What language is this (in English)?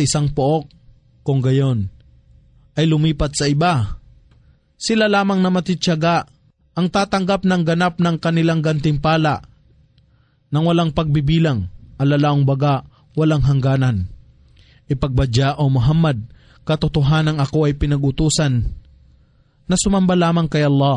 Filipino